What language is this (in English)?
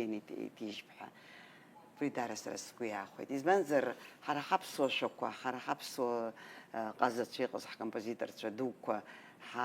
Abkhazian